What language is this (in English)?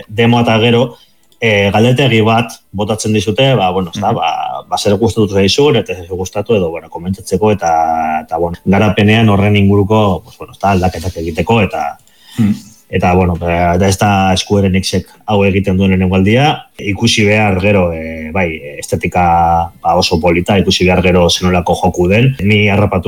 Basque